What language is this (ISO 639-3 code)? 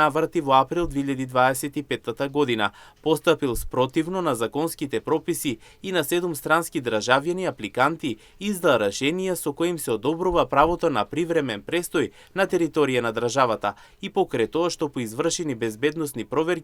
mkd